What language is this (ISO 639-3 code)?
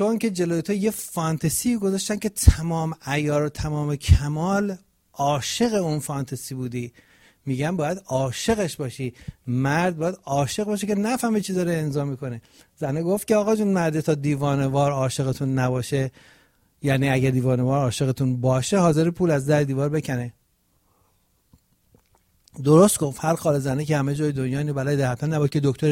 fas